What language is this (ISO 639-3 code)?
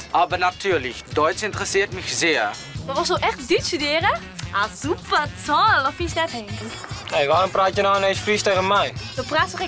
fry